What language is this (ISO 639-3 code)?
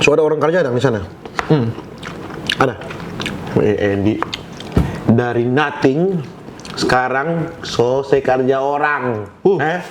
xmm